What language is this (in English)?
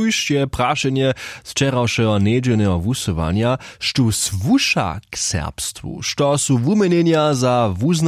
Upper Sorbian